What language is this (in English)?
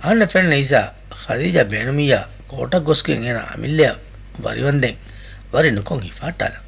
Divehi